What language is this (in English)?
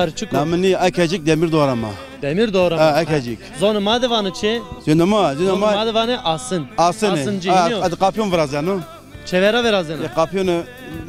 Zaza